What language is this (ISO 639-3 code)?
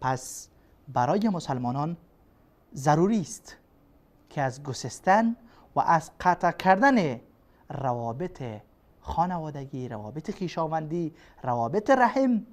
fas